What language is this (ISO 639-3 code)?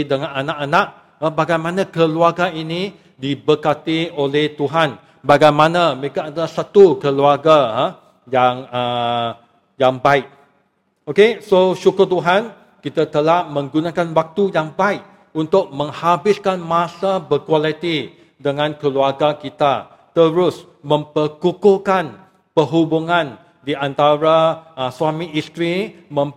msa